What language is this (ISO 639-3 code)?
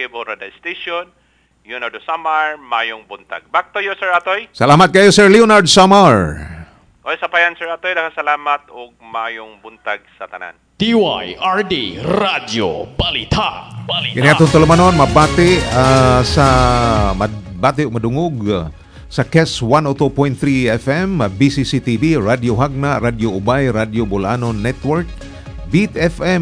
ceb